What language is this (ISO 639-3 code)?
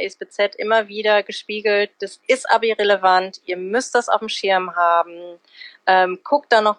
deu